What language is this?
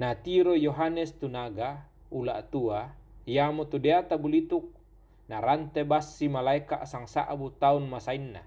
Toraja-Sa'dan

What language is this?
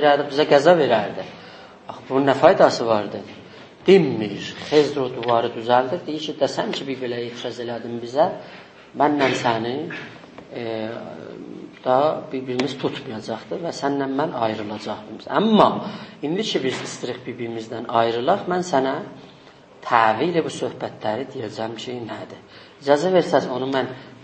South Azerbaijani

